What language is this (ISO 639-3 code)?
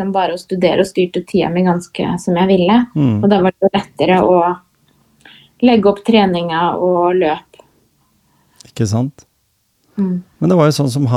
nor